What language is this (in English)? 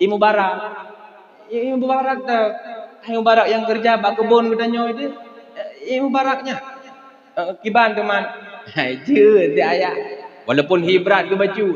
Achinese